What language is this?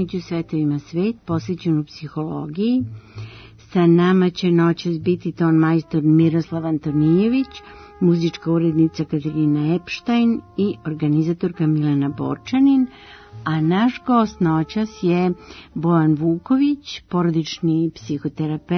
Serbian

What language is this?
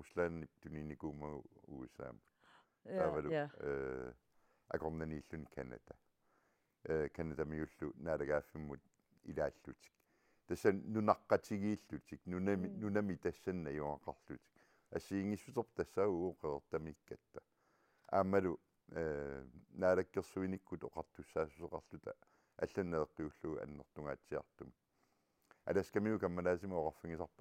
Kalaallisut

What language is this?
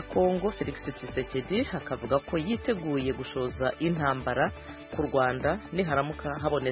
Kinyarwanda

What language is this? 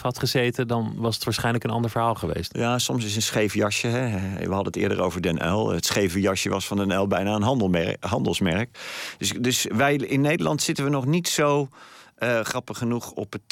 Dutch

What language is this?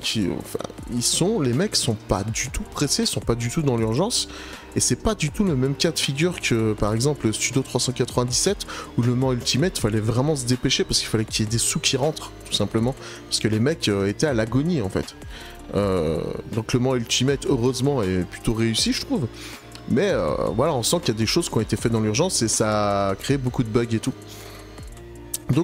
French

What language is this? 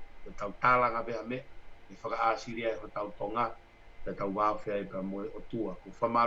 Tongan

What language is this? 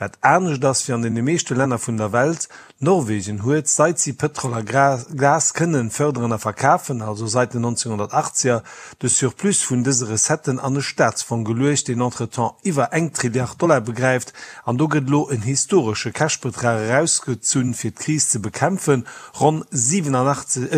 Luxembourgish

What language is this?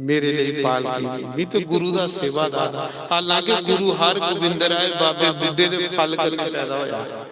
Dogri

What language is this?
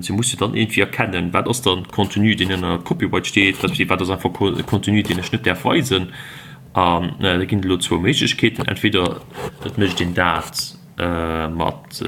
Luxembourgish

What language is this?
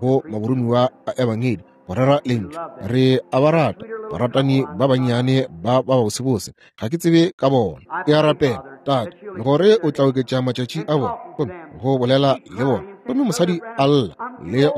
Northern Sotho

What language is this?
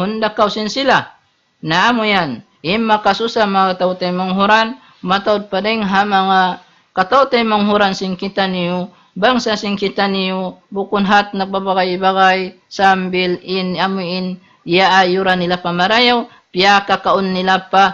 Tausug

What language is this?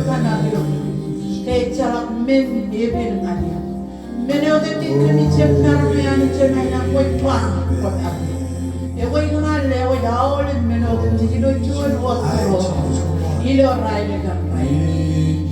Marshallese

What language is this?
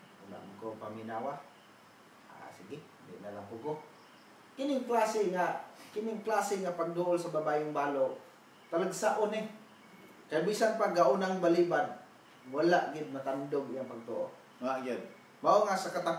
Cebuano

